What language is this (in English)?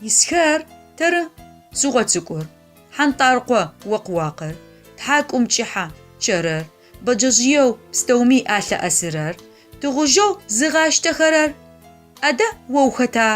Adyghe